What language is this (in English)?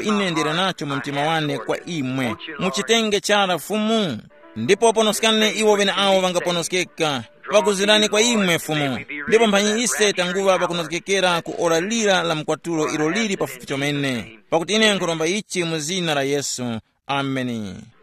Tumbuka